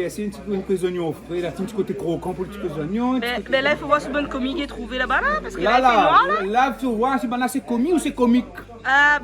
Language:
Réunion Creole French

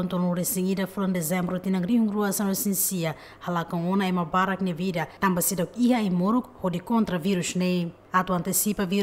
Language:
Tetum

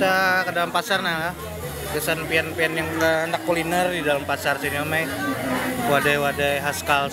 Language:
Banjar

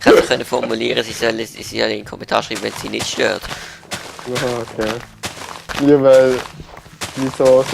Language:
Swiss German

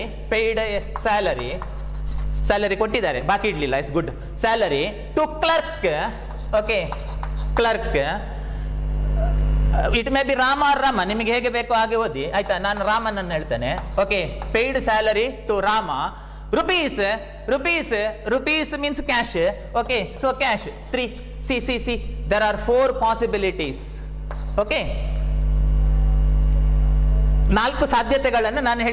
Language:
Kannada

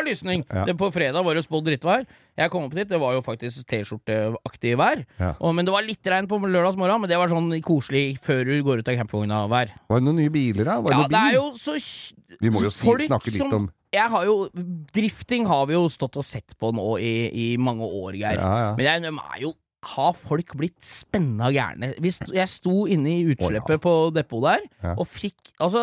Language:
Norwegian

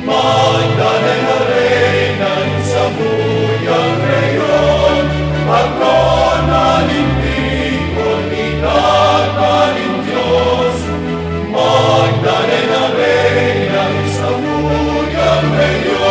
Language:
Bikol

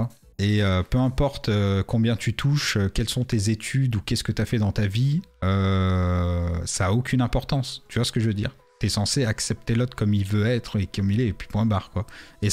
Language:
French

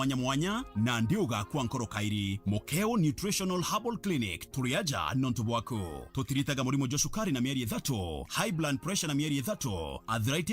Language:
Meru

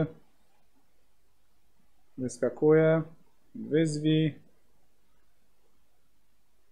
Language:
Polish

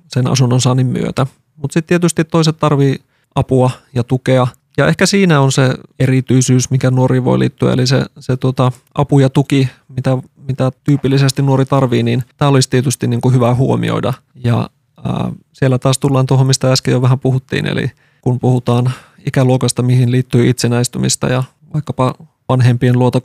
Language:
Finnish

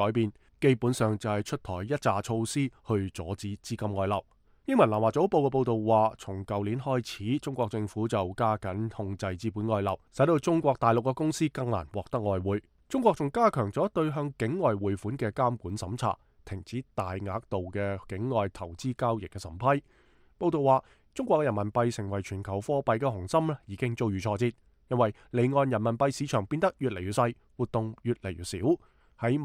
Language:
Cantonese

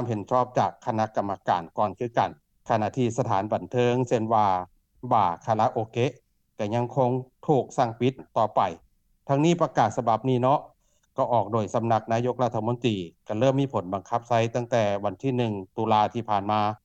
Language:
Lao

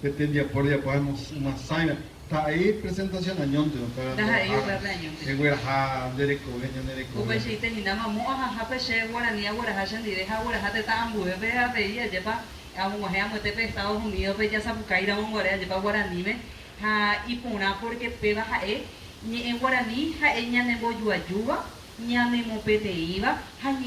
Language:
Guarani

